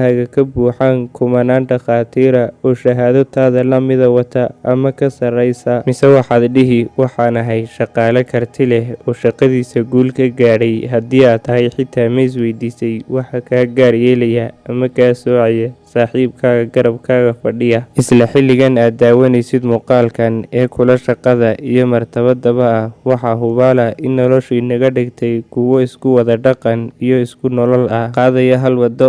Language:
Somali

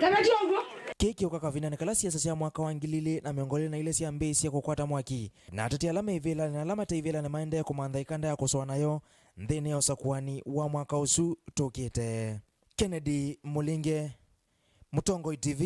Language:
Kamba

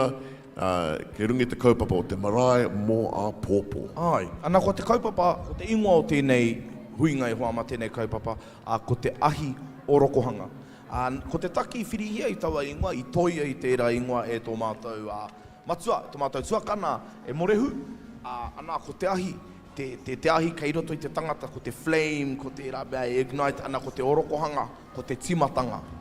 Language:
Māori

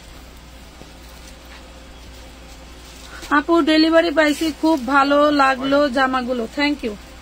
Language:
Bangla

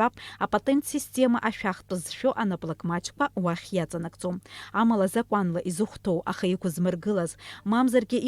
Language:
Abkhazian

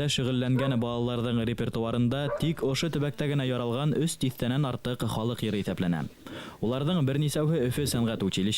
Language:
Bashkir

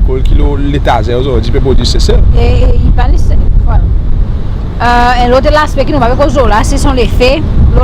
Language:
Seselwa Creole French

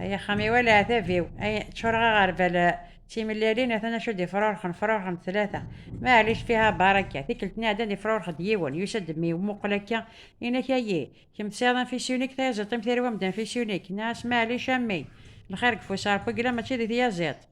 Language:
Kabyle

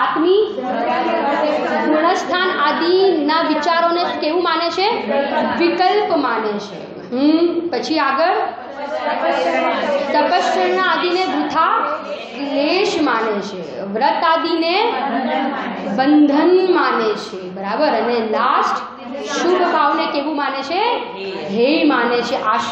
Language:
Gujarati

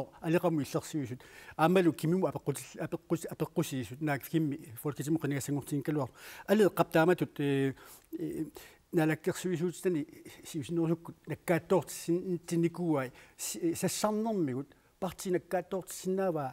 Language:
Kalaallisut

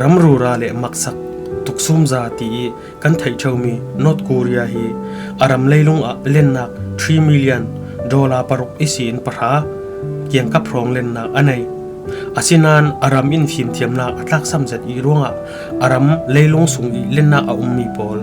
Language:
Falam Chin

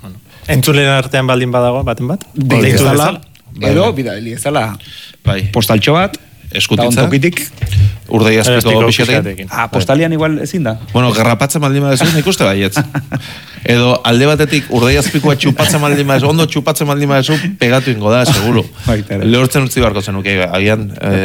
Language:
Basque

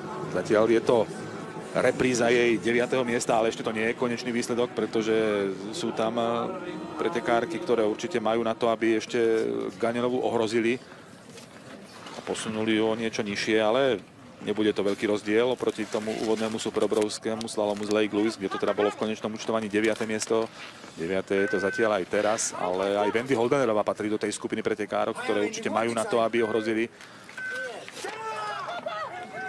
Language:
Slovak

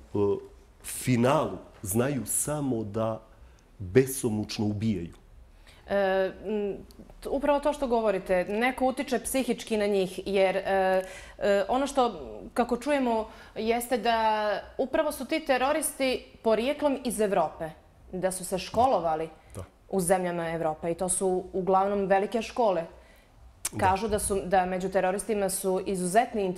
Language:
Bosnian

